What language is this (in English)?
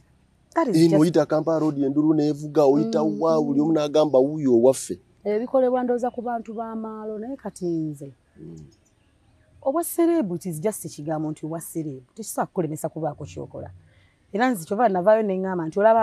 Ganda